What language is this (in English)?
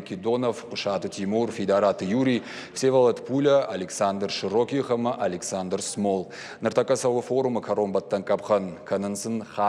Ossetic